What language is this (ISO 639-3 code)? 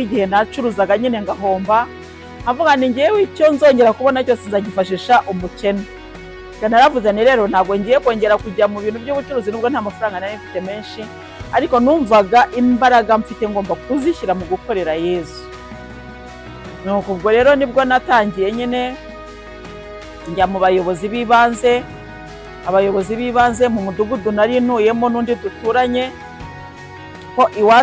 kin